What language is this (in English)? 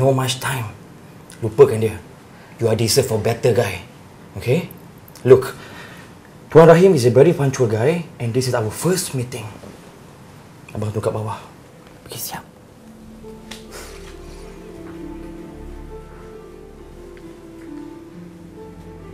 Malay